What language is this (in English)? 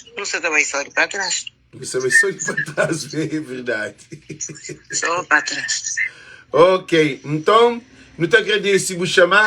Kabuverdianu